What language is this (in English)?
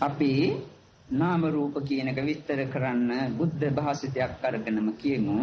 Sinhala